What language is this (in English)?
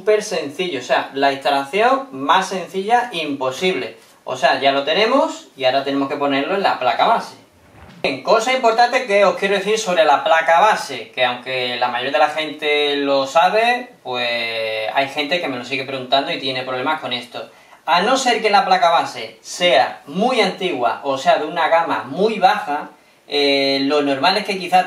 Spanish